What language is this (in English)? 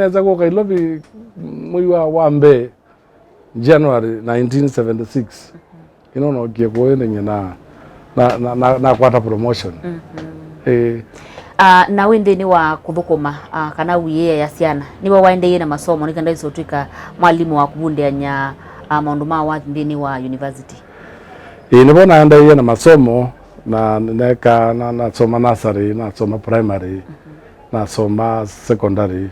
Kamba